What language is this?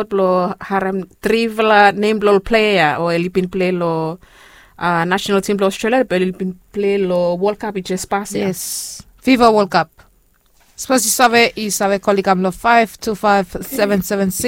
Bislama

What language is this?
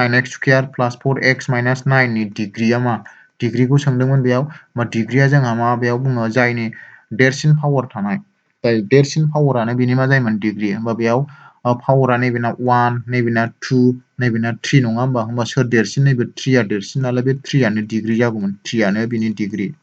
Bodo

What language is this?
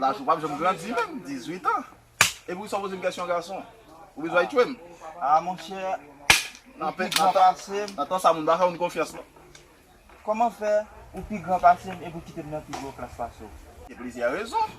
Haitian Creole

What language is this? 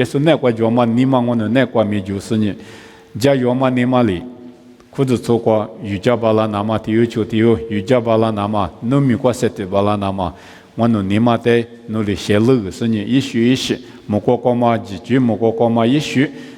Lisu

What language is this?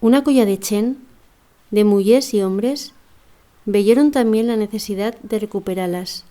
Aragonese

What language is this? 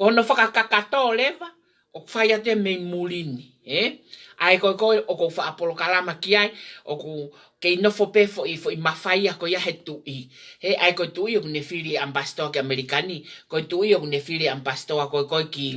Tongan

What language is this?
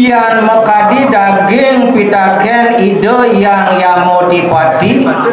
Balinese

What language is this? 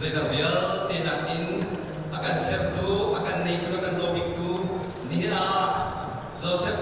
Falam Chin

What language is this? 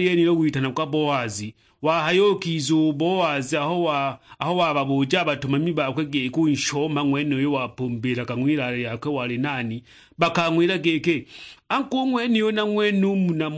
Sukuma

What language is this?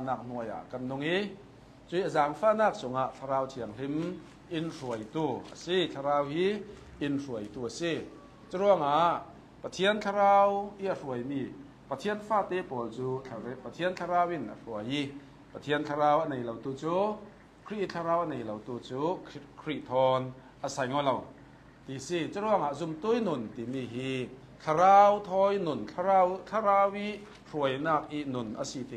Hakha Chin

